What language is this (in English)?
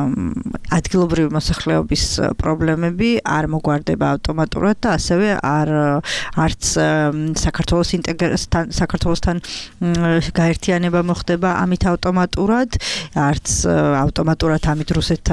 Georgian